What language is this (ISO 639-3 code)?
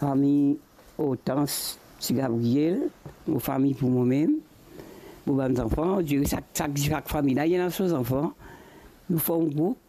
mfe